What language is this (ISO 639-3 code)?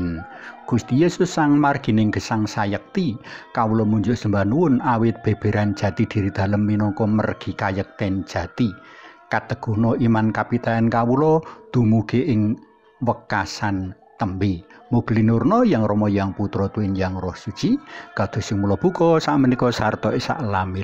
jav